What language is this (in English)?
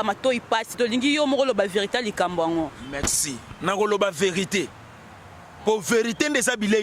Lingala